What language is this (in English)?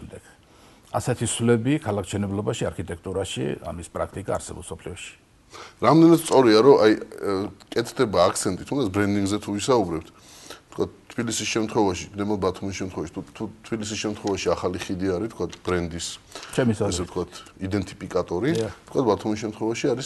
Georgian